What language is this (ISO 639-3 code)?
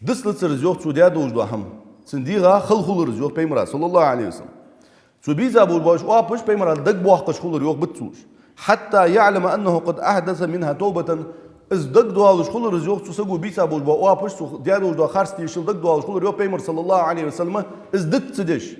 inh